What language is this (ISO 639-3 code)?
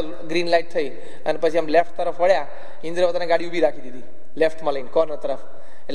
guj